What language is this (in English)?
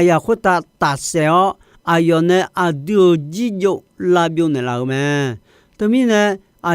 Akha